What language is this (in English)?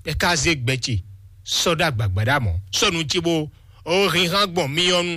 Fon